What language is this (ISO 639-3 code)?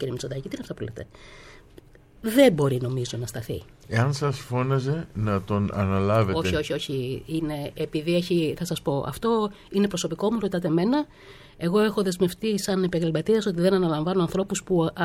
ell